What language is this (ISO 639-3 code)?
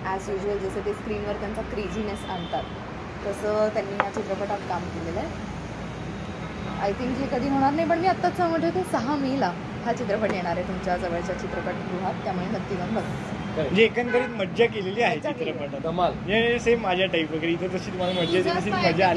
mar